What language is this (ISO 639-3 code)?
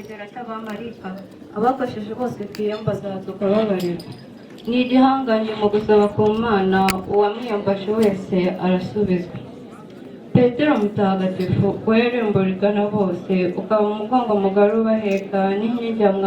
kin